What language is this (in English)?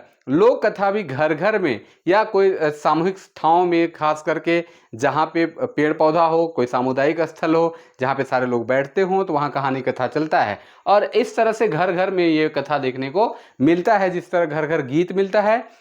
Sadri